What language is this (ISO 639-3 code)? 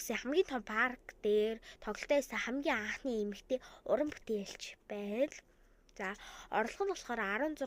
mon